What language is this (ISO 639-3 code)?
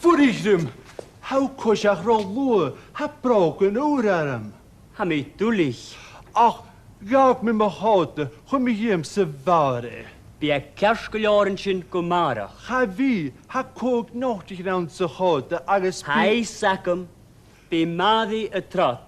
gla